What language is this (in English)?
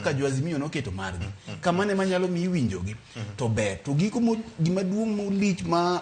Luo (Kenya and Tanzania)